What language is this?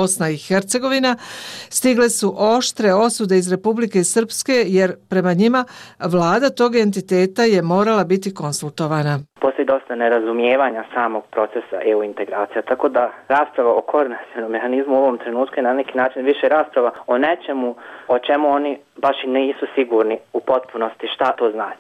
Bosnian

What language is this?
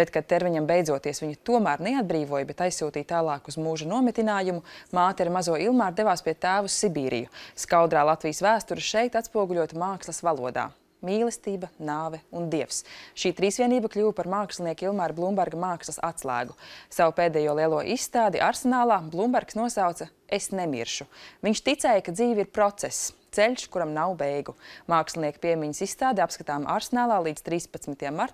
Latvian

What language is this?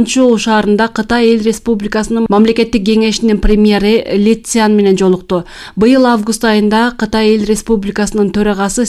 Kyrgyz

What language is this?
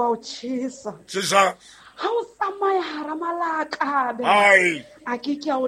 Southern Sotho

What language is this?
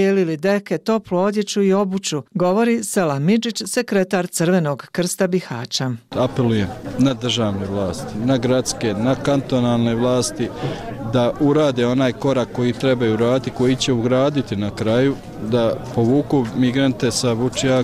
Bosnian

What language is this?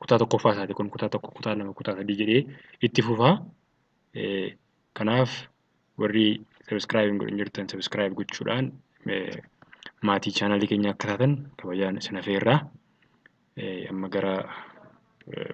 Oromo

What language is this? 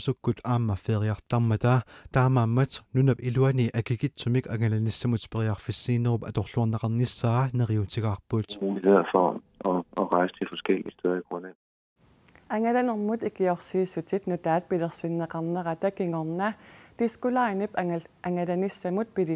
Kalaallisut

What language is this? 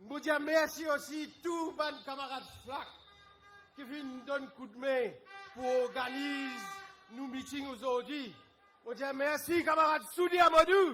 Morisyen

